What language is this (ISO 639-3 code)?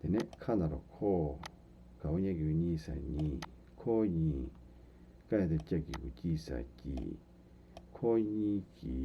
bod